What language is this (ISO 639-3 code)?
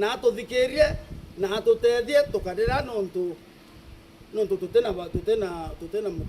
mer